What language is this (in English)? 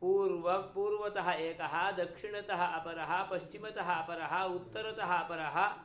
Sanskrit